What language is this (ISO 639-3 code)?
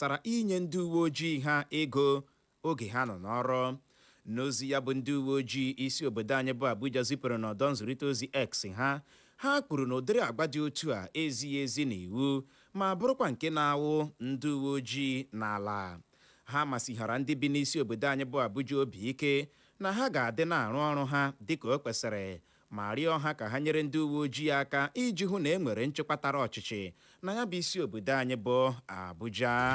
ibo